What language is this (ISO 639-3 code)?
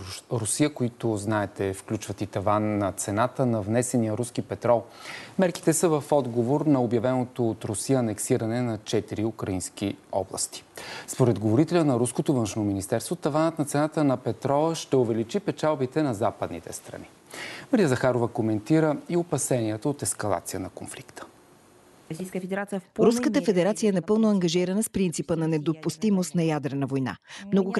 bul